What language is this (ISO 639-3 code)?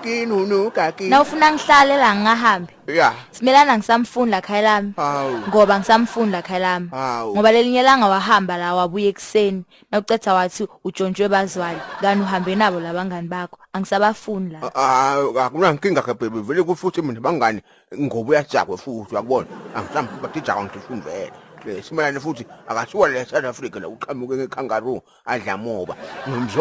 zul